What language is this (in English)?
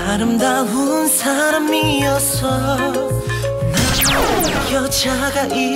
Korean